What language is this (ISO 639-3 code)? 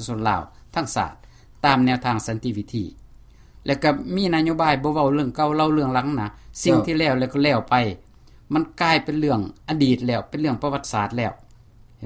lao